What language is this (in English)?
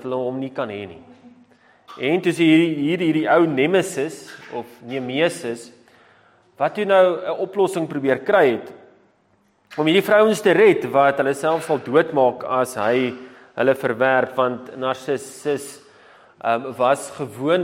Afrikaans